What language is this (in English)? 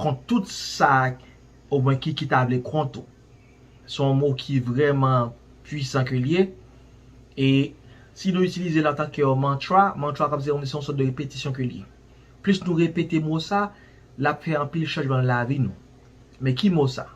Haitian Creole